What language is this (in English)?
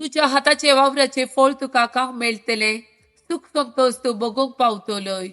Konkani